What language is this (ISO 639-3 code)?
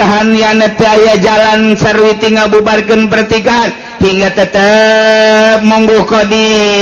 sun